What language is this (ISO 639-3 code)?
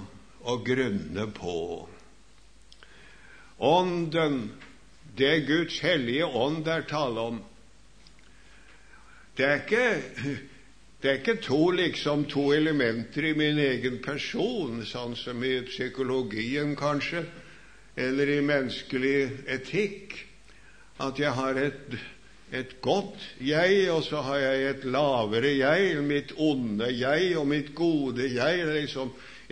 nor